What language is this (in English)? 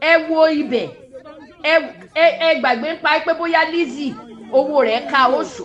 Yoruba